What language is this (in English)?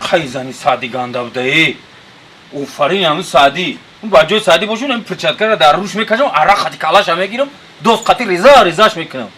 Tajik